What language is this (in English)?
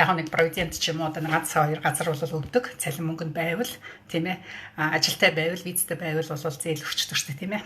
Mongolian